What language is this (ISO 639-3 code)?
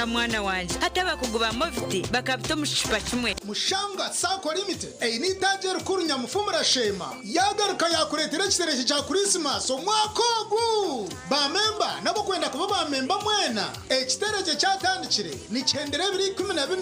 nyn